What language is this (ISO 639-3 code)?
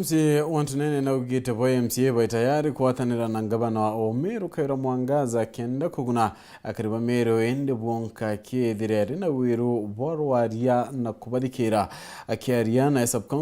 mer